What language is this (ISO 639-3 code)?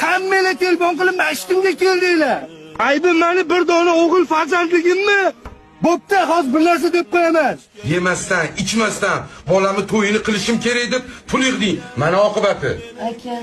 uzb